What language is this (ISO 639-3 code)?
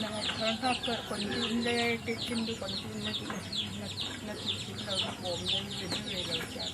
cfm